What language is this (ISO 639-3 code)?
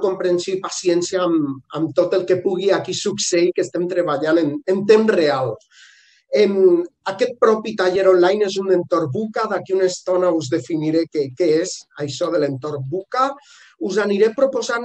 cat